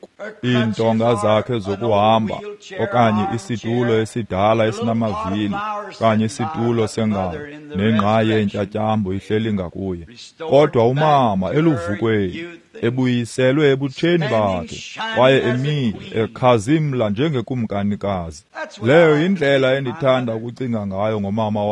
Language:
Xhosa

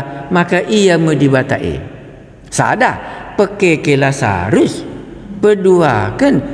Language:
Batak Karo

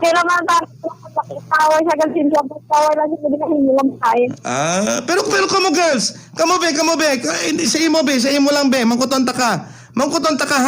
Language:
Hiligaynon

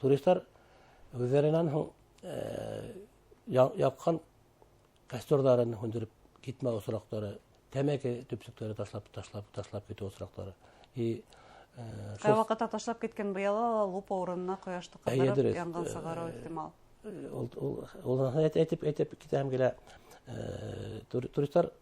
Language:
Bashkir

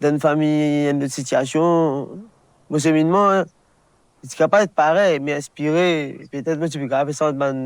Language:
Morisyen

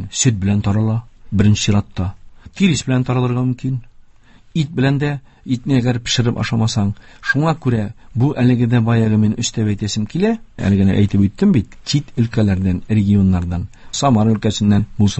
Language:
Tatar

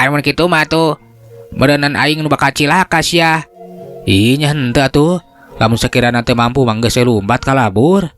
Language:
Sundanese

